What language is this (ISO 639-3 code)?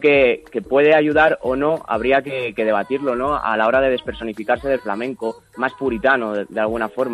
spa